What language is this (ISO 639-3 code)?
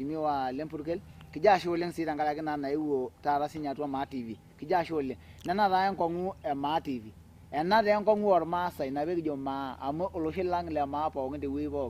mas